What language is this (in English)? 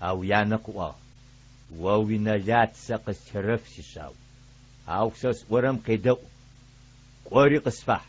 Adyghe